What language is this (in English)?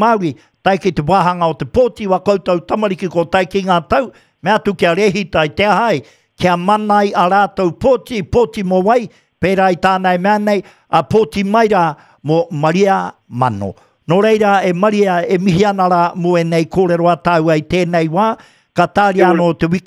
Māori